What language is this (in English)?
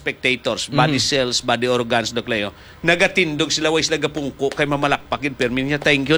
Hiligaynon